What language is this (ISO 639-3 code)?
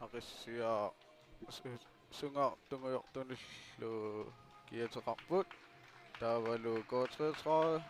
kal